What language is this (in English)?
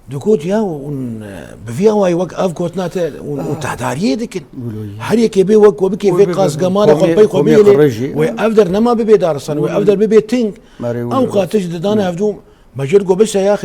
Kurdish